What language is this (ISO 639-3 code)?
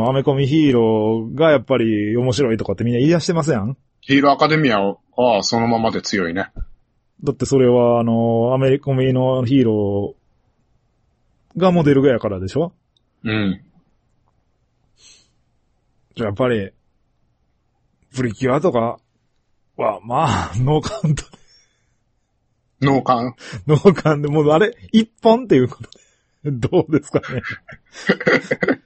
jpn